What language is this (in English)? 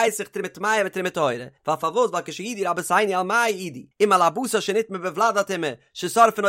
Yiddish